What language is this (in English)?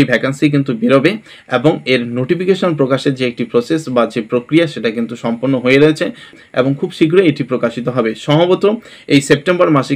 Bangla